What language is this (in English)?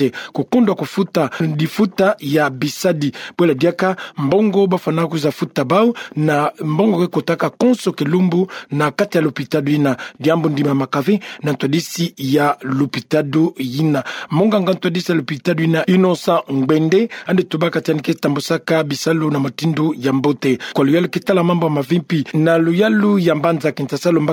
Kituba (Democratic Republic of Congo)